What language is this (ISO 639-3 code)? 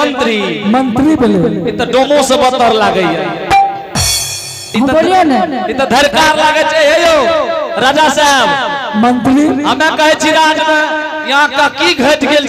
anp